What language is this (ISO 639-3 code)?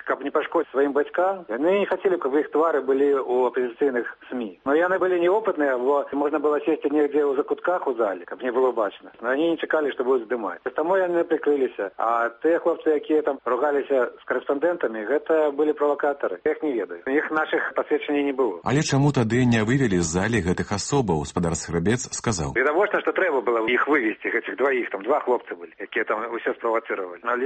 bel